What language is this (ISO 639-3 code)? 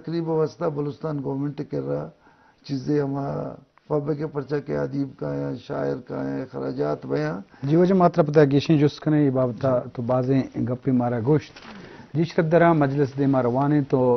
bgp